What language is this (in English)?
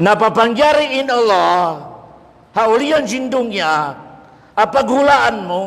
Tausug